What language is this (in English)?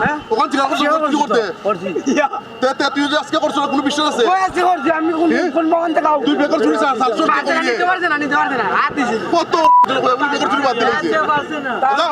Sylheti